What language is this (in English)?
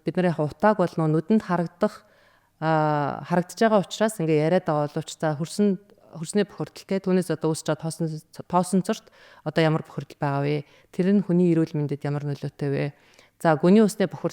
Mongolian